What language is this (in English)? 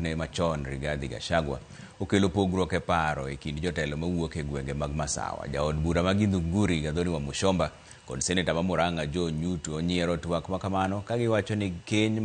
Luo (Kenya and Tanzania)